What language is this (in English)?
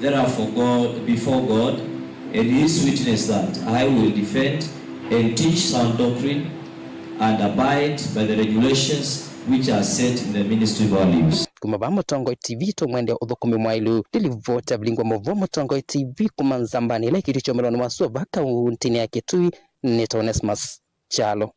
Kamba